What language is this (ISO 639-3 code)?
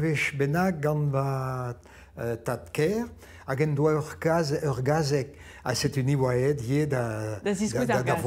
bre